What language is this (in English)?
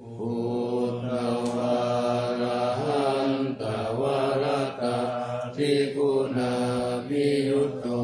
Pali